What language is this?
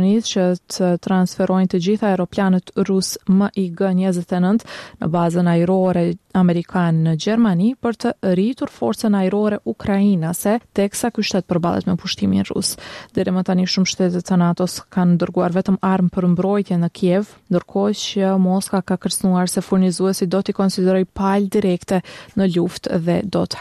Albanian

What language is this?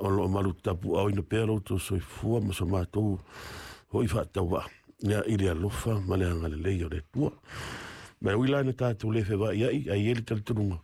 Samoan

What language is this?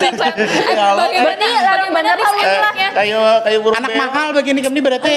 Banjar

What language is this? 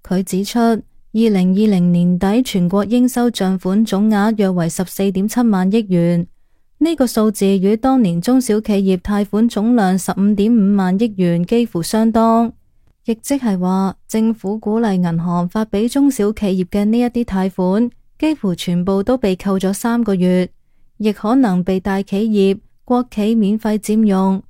Cantonese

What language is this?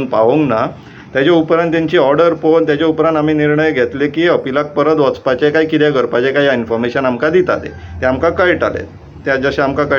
Konkani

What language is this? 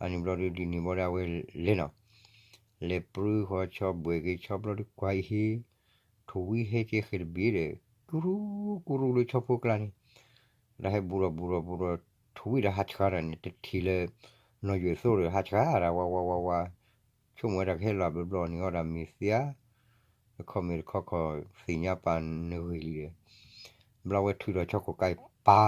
S'gaw Karen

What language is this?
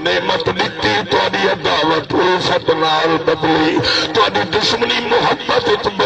Saraiki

